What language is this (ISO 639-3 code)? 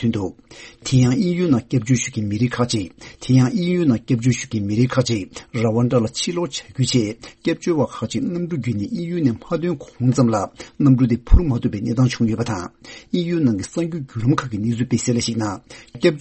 bod